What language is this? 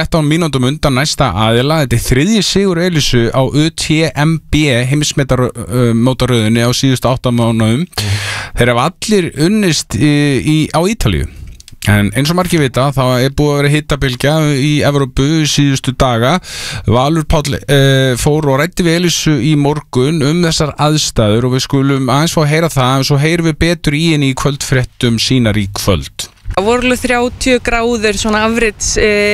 Icelandic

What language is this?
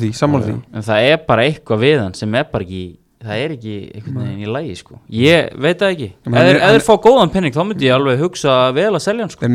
Icelandic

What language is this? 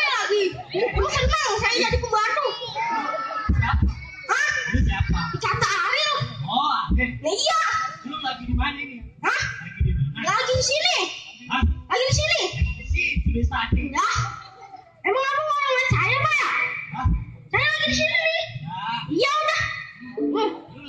Betawi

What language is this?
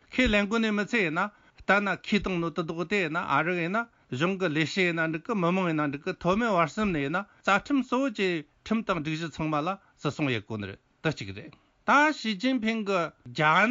Tibetan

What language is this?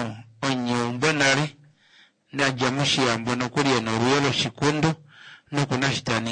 Kuanyama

